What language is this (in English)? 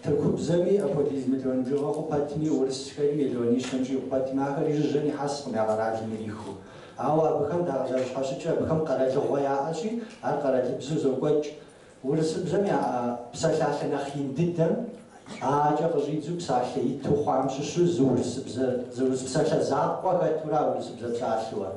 Kabardian